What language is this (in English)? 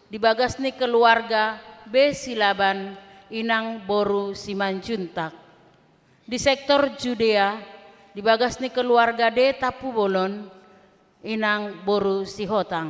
Batak Toba